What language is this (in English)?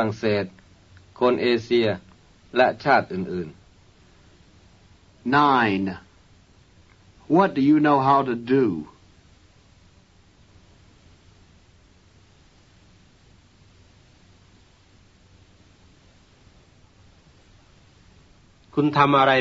Thai